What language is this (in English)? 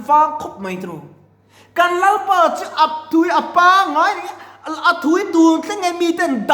Mizo